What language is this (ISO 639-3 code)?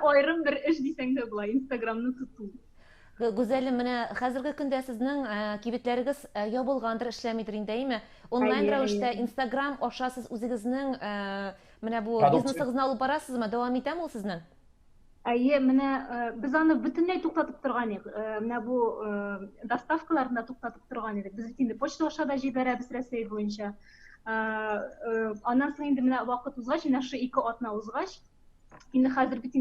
tat